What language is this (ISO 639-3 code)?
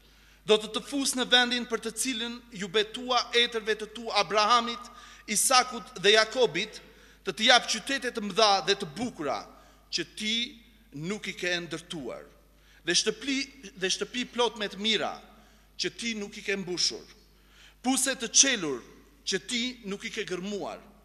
sqi